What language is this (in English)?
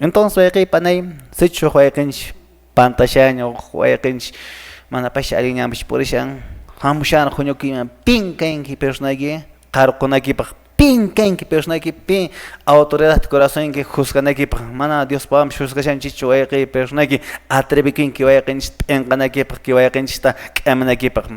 Quechua